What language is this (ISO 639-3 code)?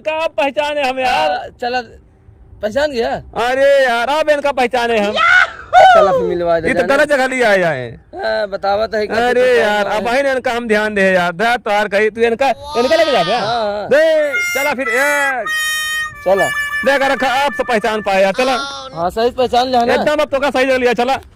awa